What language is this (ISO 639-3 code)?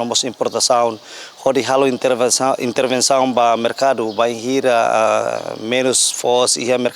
tet